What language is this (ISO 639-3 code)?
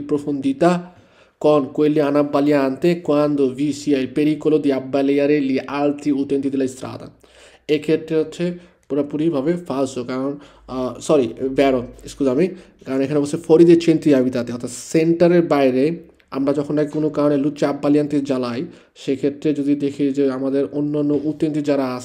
ben